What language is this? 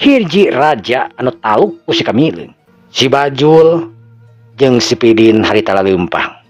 Sundanese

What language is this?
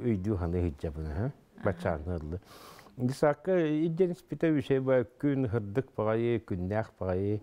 Yakut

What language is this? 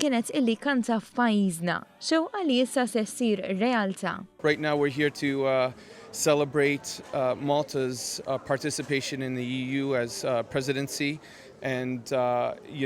Maltese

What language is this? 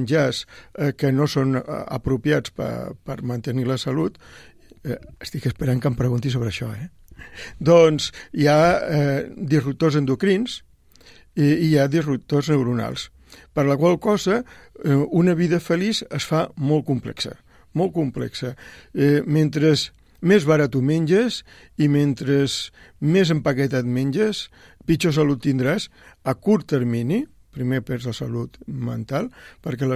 Catalan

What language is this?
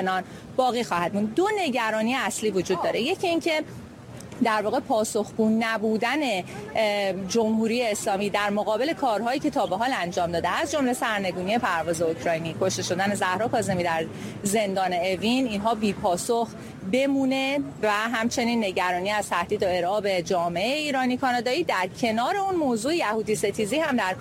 Persian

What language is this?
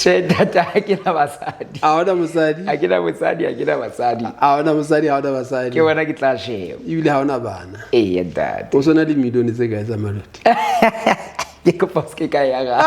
Southern Sotho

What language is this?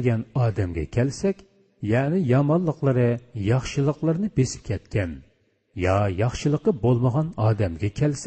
Uyghur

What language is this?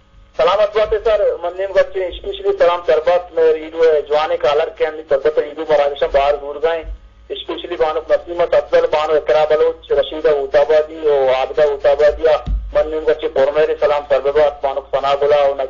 Eastern Balochi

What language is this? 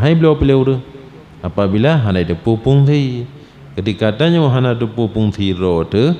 Achinese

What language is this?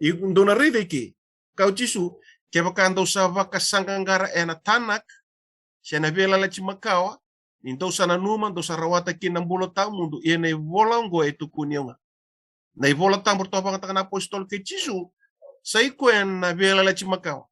Fijian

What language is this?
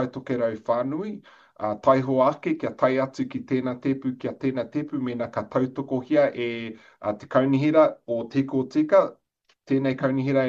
Māori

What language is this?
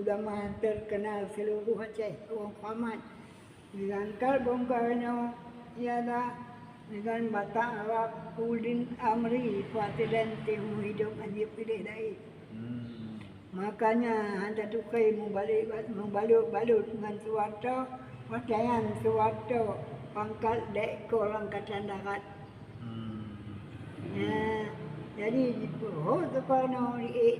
Achinese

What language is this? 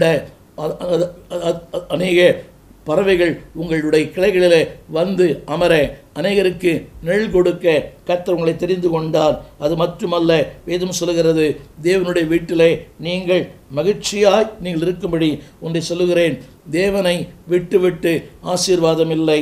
Tamil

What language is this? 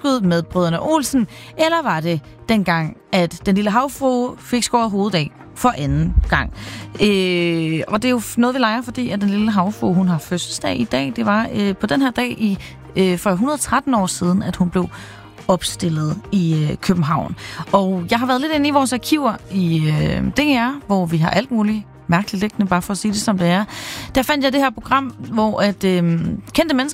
Danish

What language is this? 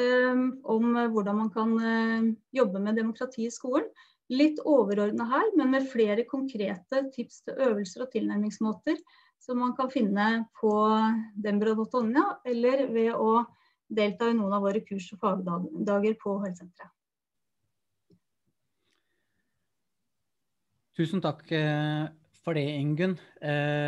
Norwegian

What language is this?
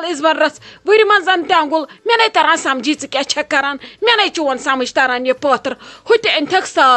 Kashmiri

